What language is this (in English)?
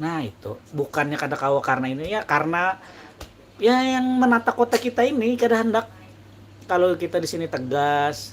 Banjar